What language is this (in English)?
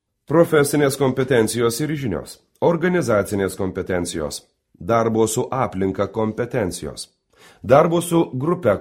Lithuanian